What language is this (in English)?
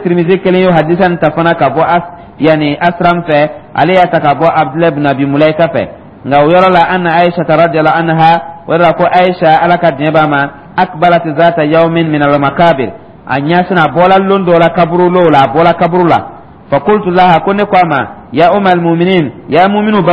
Dyula